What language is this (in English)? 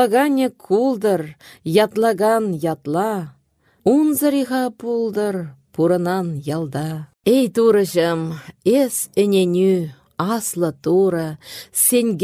Chuvash